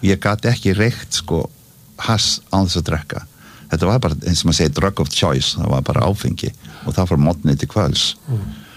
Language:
Icelandic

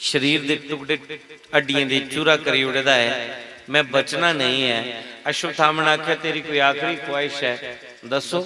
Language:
Dogri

